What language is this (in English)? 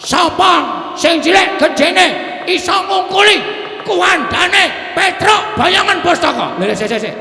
Javanese